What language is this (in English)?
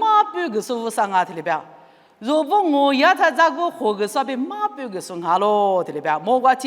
Lisu